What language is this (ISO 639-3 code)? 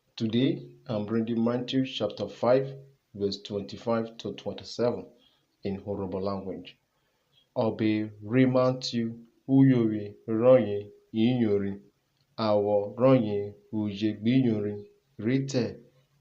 urh